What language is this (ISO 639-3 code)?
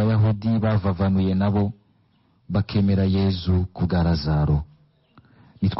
run